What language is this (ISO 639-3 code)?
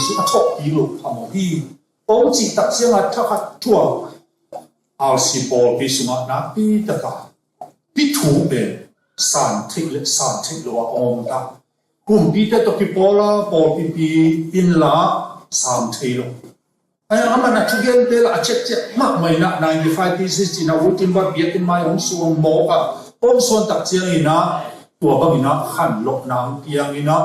ctd